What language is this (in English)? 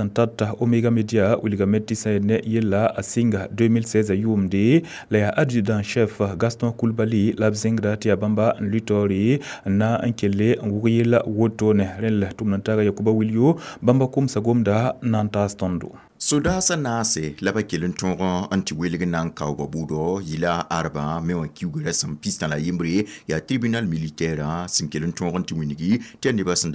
Mossi